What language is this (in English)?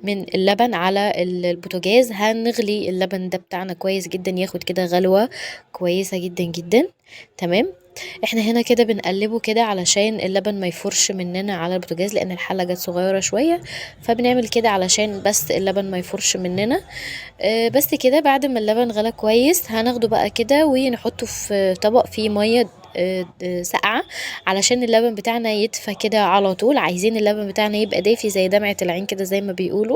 Egyptian Arabic